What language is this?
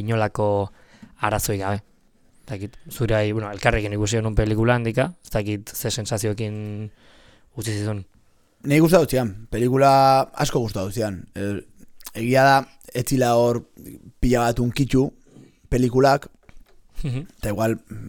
Basque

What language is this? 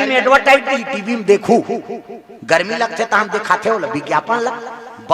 Chhattisgarhi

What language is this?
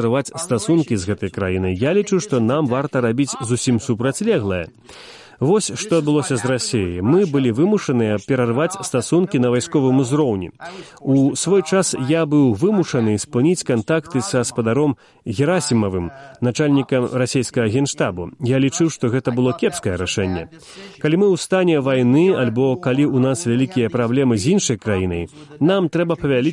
Belarusian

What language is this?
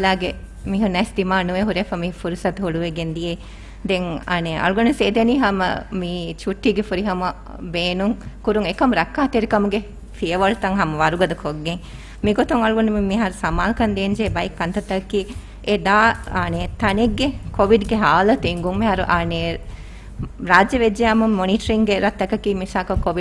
Divehi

